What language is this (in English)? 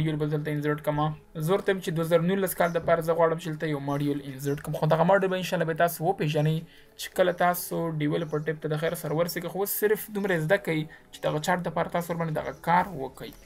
Pashto